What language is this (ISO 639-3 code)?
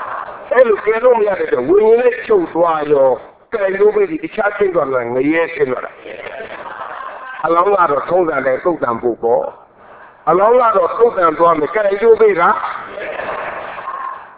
mya